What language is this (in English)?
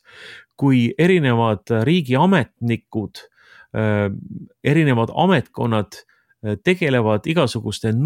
Estonian